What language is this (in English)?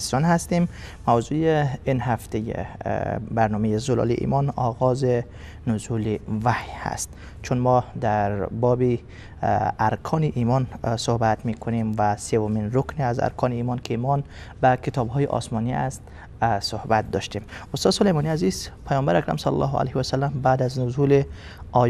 Persian